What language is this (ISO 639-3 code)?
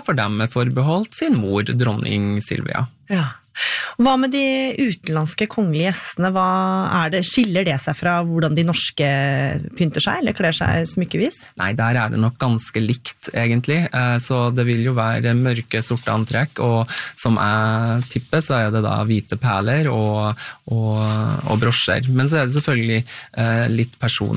nor